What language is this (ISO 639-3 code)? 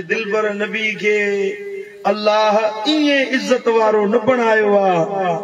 snd